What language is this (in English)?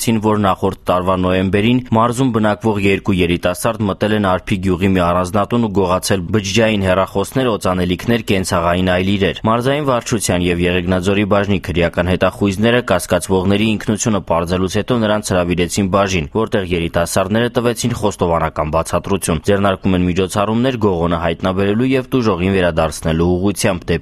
Armenian